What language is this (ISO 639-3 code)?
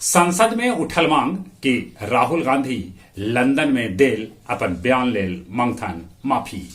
mag